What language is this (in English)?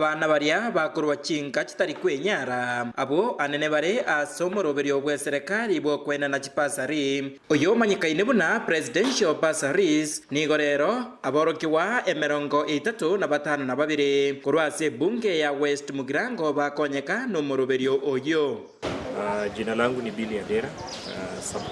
Gusii